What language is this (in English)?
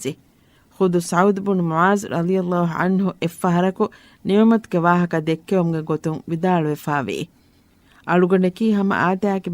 Divehi